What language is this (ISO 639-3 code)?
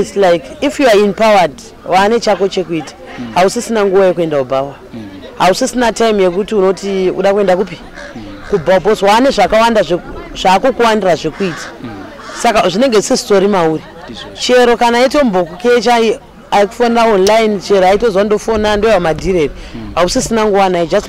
sna